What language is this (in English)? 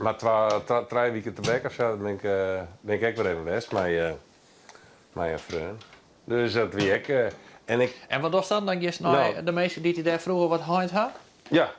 Western Frisian